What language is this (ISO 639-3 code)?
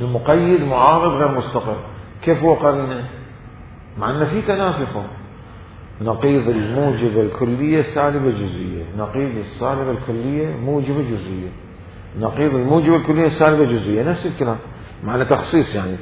acm